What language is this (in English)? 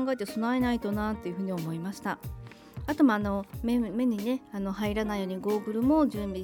Japanese